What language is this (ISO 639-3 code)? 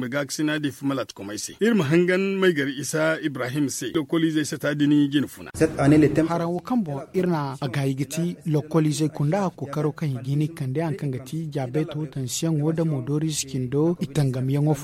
dje